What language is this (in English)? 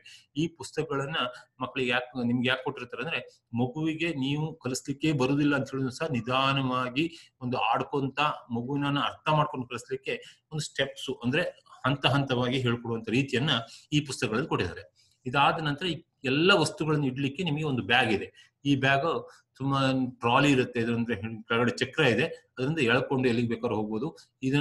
Kannada